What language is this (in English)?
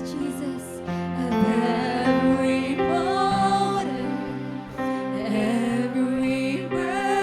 Waray